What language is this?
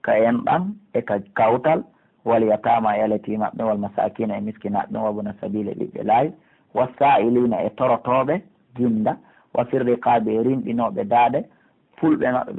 Pular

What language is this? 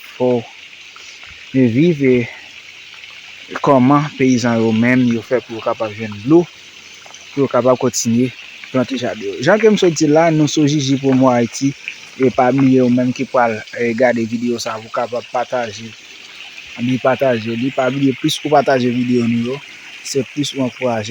Haitian Creole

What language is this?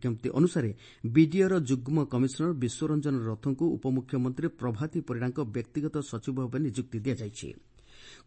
Odia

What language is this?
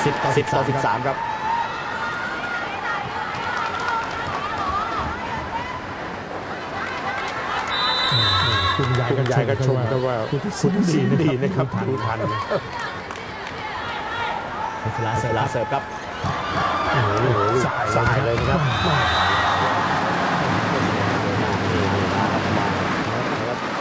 Thai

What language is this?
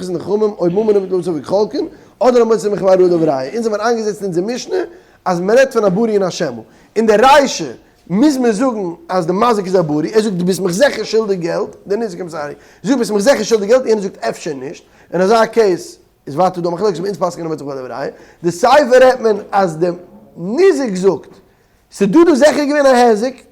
Yiddish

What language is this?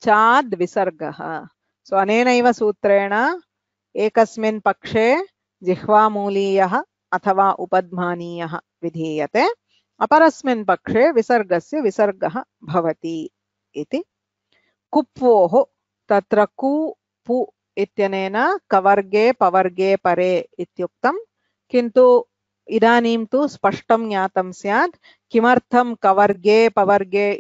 Sanskrit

